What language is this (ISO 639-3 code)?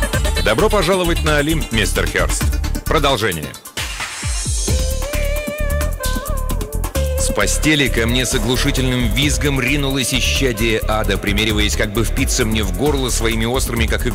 rus